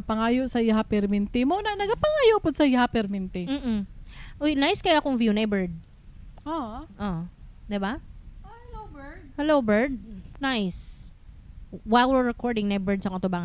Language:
Cebuano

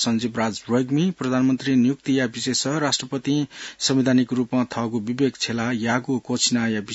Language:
Newari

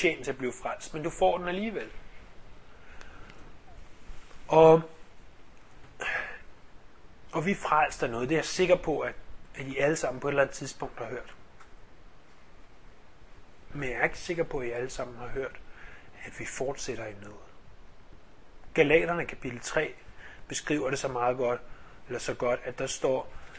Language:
Danish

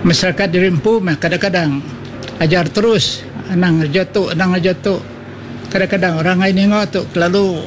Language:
Iban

